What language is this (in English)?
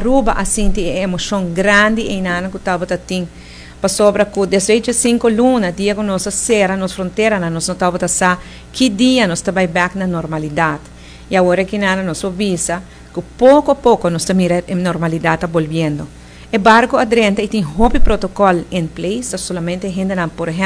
Papiamento